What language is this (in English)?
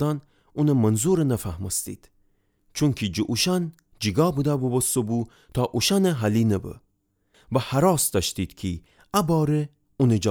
Gilaki